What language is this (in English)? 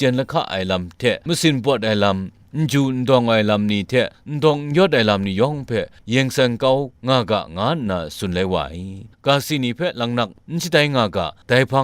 Kachin